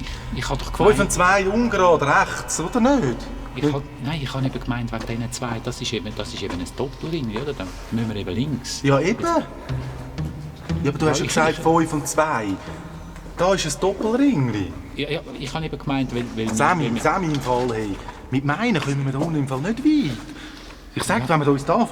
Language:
Swiss German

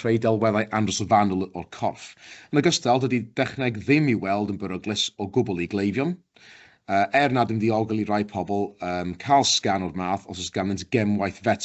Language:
Welsh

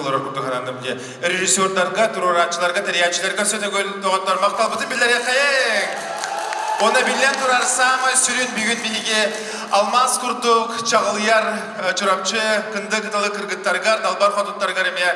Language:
Yakut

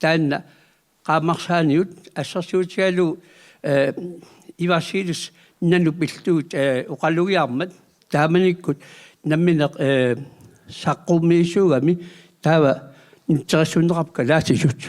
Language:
Kalaallisut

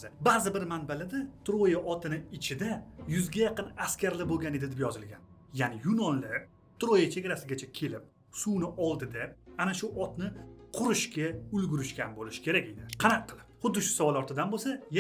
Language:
Uzbek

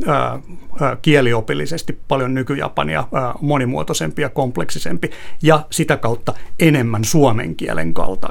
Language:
Finnish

